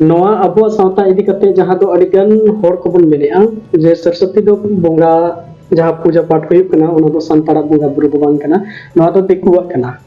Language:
Santali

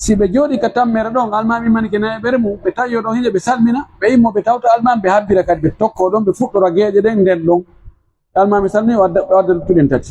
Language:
Pular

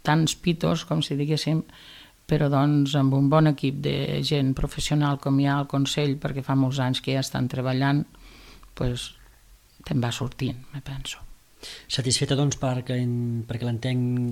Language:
Catalan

